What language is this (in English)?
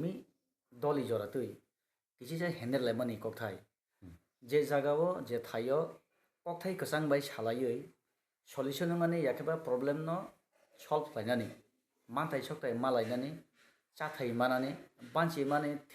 Kok Borok